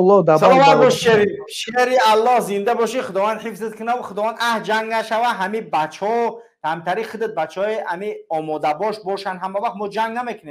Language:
Tajik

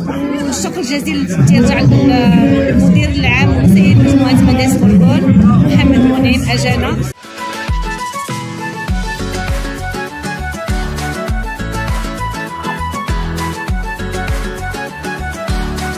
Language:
Moroccan Arabic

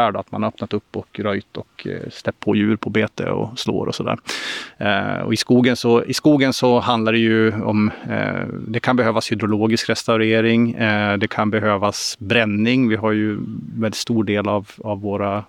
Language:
Swedish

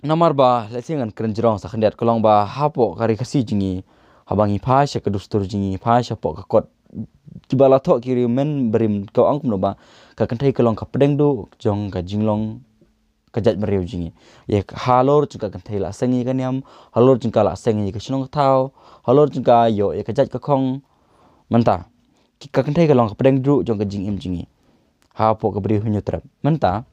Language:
Khasi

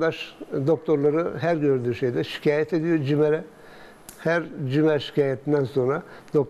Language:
Turkish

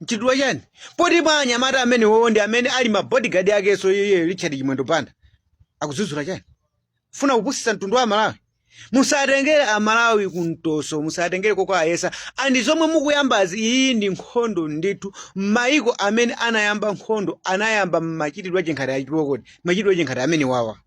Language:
Nyanja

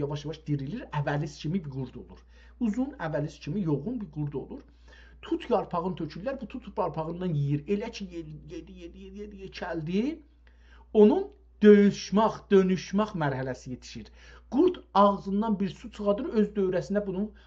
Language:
South Azerbaijani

